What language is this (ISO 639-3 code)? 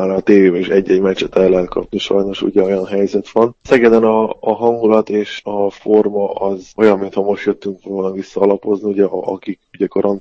hun